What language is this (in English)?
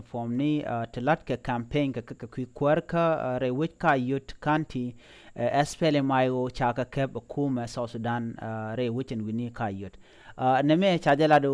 Nuer